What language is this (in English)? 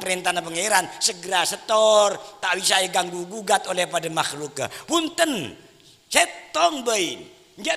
Madurese